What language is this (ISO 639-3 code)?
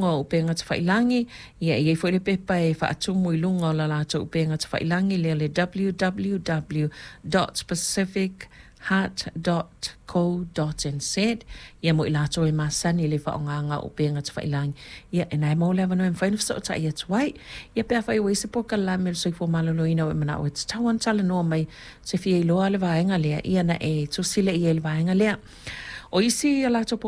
smo